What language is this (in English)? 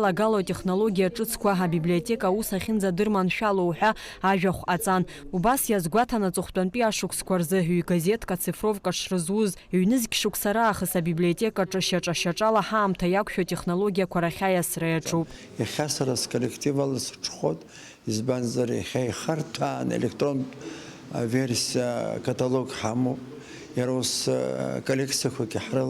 Abkhazian